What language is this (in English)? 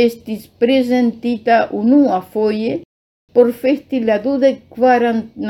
Esperanto